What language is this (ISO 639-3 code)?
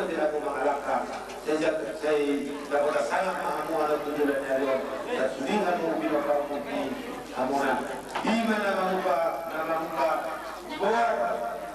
bbc